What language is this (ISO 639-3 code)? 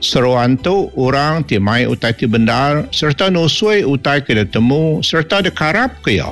iba